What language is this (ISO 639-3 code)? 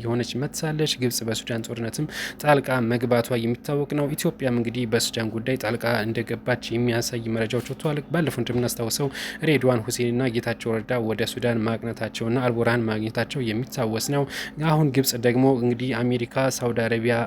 amh